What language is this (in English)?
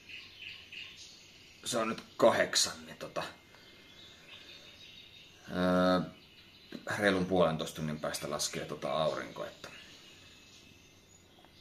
Finnish